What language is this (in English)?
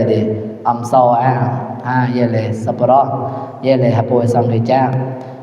Mon